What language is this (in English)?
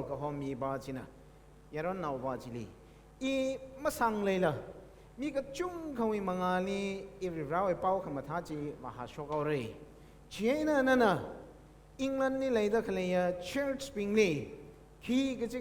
Tangkhul Naga (India)